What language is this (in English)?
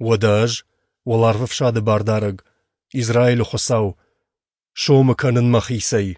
Ossetic